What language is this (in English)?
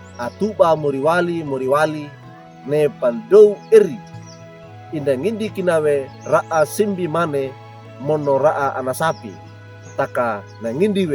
Wejewa